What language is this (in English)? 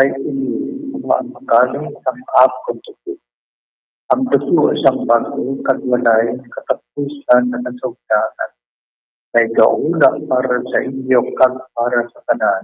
Hiligaynon